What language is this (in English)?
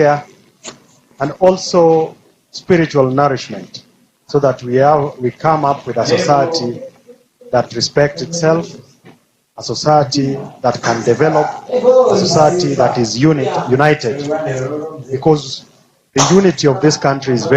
Gusii